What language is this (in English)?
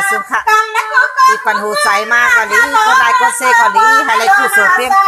Shan